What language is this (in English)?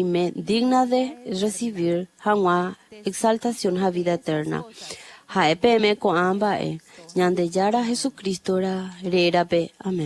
Guarani